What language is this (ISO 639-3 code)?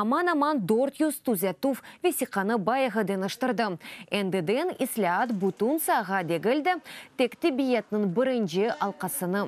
crh